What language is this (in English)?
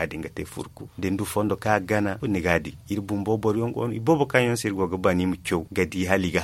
Zarma